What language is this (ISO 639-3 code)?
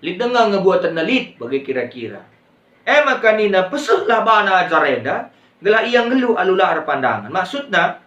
btx